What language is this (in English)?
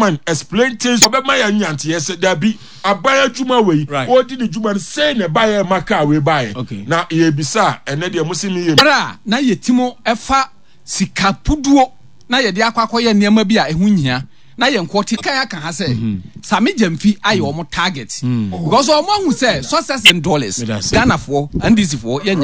Akan